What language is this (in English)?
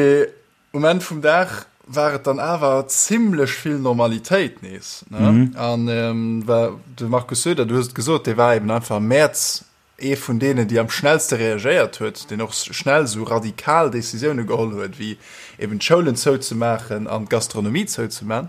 Luxembourgish